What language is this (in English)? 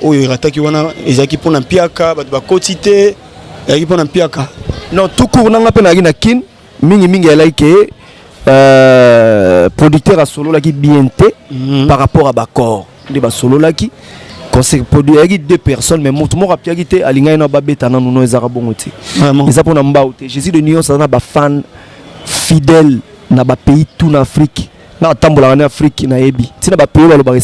Lingala